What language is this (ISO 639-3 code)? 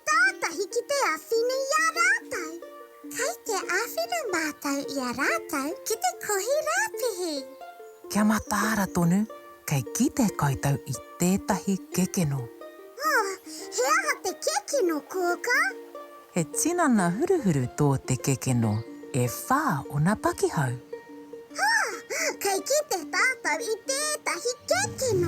mri